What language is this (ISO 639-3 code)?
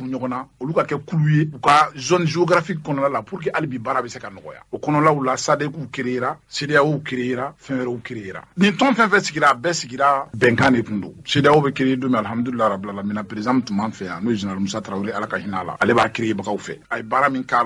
bam